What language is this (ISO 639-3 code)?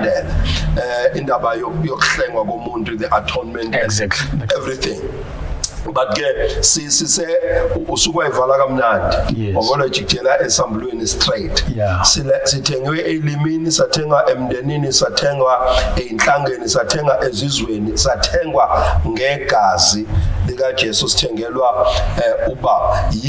zul